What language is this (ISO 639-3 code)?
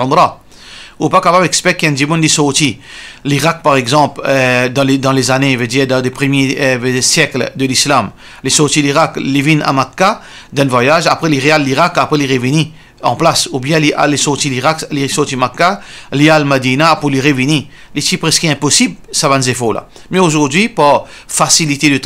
mfe